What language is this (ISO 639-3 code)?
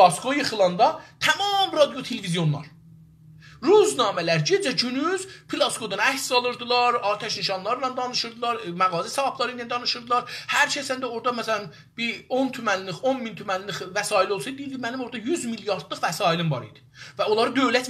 azb